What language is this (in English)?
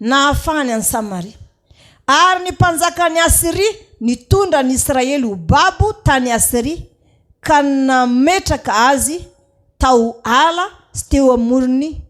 Malagasy